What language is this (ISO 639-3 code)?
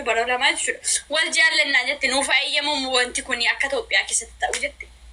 orm